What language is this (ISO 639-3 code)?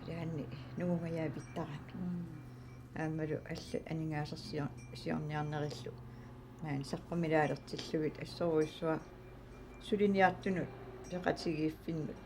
kal